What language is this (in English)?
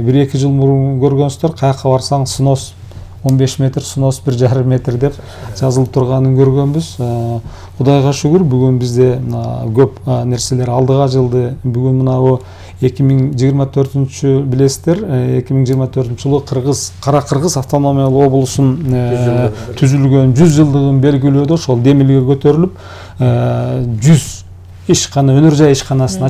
Kyrgyz